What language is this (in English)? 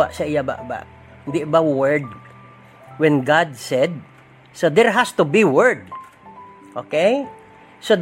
Hiligaynon